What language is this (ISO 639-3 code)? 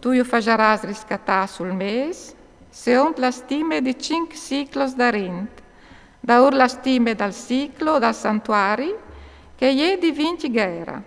fur